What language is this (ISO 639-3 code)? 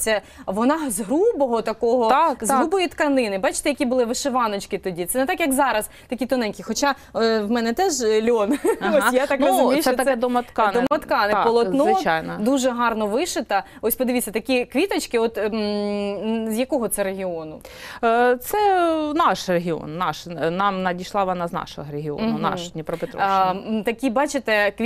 ukr